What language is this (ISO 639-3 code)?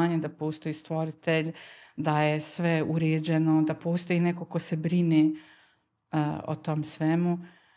bos